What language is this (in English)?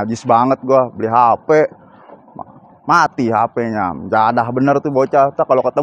Betawi